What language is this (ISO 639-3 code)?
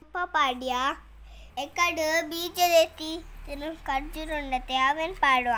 tcy